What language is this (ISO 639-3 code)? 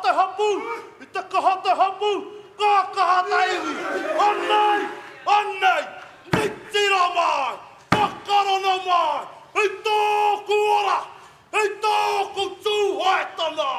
mri